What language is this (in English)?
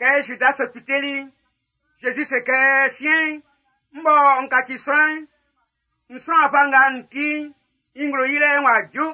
Baoulé